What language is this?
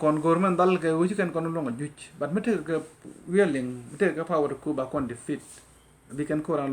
Nuer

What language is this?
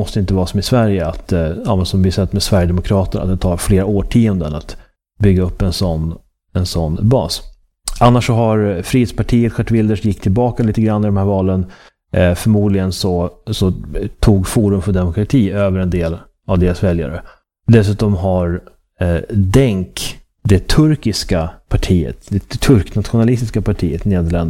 Swedish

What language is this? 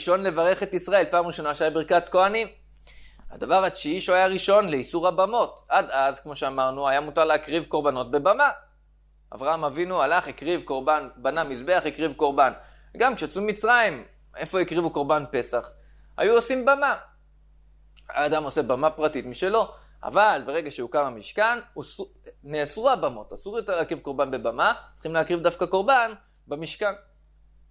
Hebrew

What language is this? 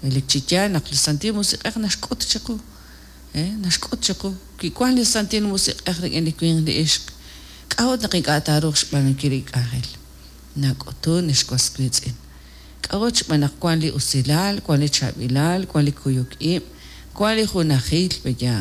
Kekchí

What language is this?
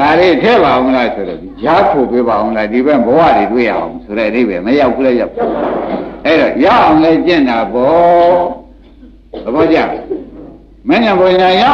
Burmese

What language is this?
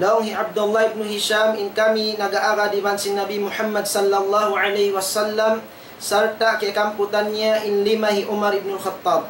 Tausug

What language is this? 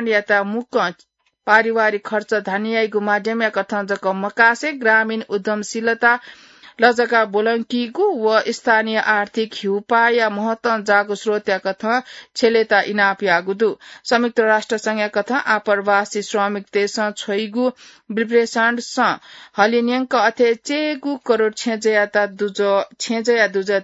Newari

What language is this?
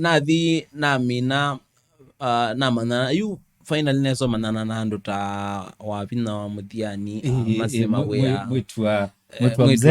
Kamba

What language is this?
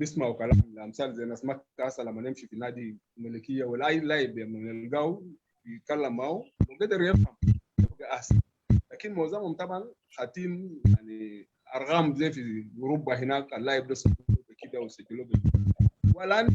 Sudanese Arabic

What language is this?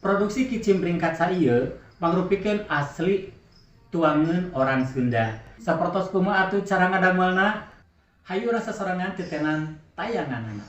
Sundanese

